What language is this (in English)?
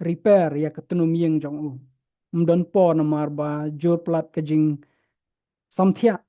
Khasi